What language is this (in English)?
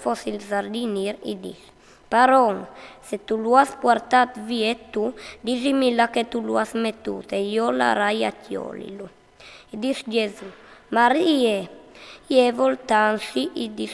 Friulian